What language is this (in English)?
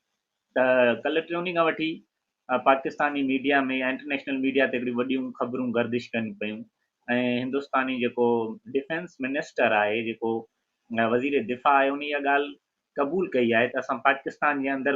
Sindhi